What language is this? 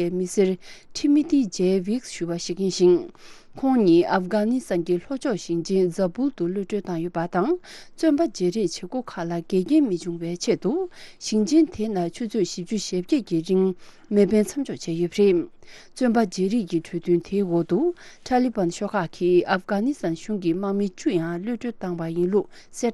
Tibetan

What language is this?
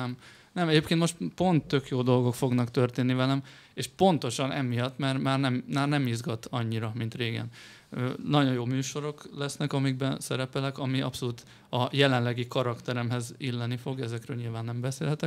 Hungarian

